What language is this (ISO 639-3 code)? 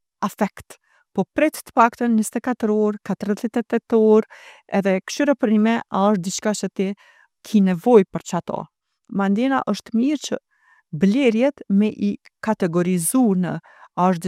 sqi